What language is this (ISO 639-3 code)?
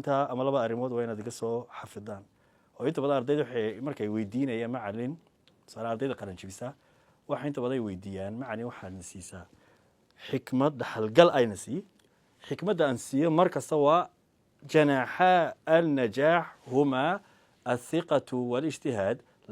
som